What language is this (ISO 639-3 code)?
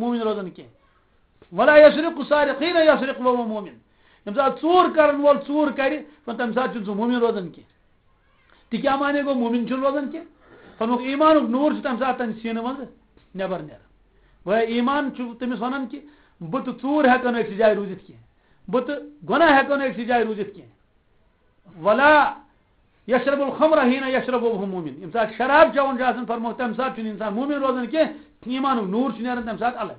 kas